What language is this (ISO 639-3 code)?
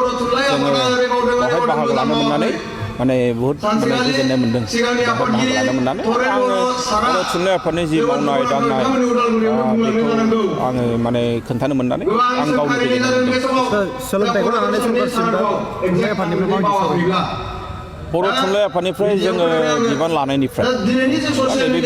brx